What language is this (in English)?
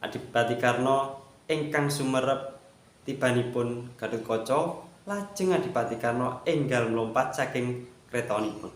Javanese